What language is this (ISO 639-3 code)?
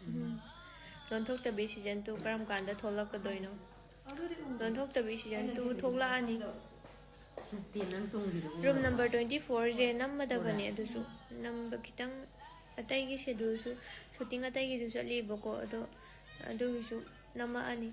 mni